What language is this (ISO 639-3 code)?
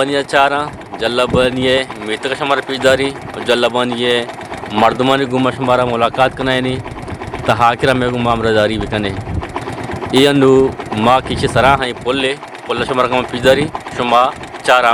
bgp